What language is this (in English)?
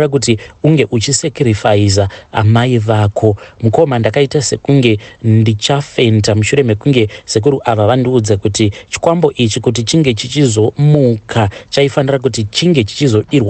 Shona